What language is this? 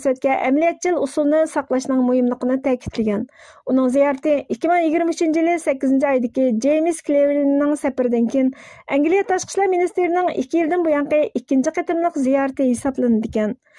Uyghur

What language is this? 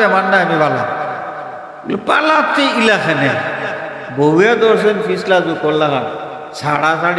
Sylheti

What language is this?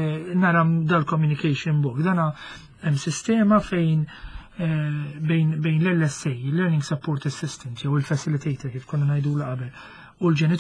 Maltese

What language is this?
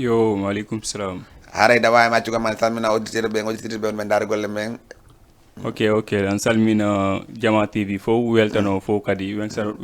Fula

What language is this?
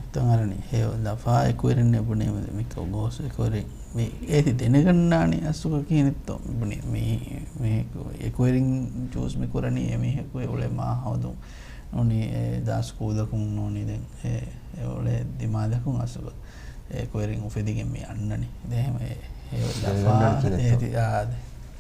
Divehi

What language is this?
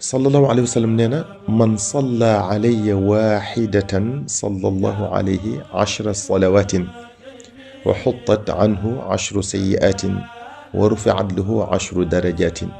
Wolof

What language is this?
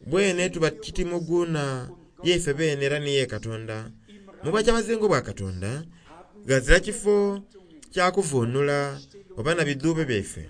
Soga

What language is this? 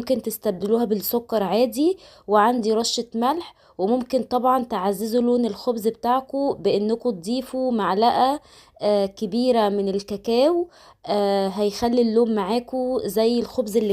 Egyptian Arabic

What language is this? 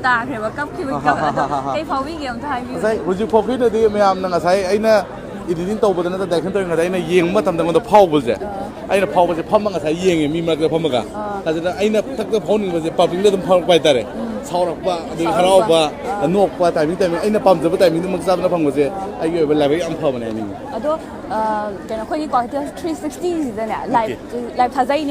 Manipuri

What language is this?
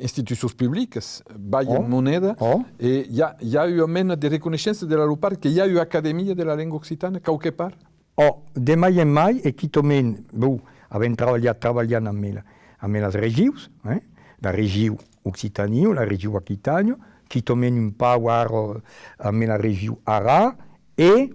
Occitan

